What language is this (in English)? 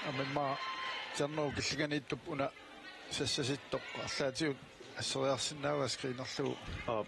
Kalaallisut